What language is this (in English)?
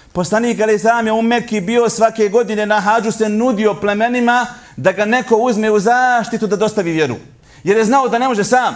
Bosnian